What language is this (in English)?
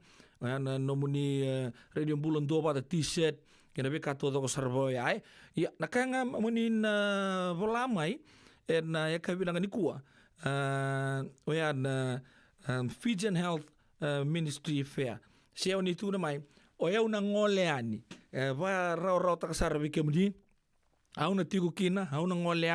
Fijian